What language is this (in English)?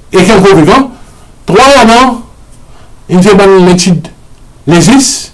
Morisyen